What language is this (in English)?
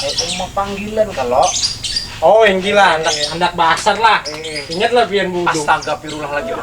Banjar